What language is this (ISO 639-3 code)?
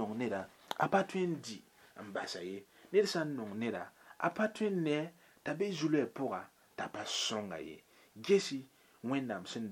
mos